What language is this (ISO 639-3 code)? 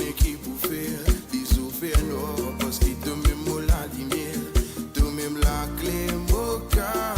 mfe